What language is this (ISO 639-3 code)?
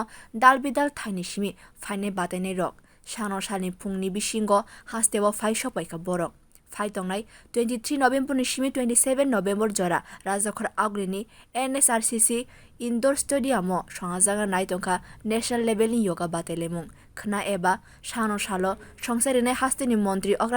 trp